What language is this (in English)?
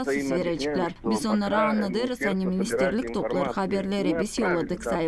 Gagauz